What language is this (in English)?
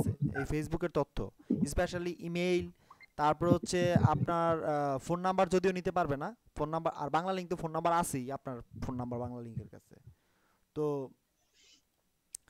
Bangla